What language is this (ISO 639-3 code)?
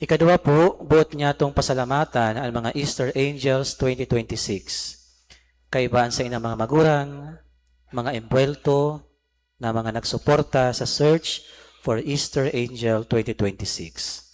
bik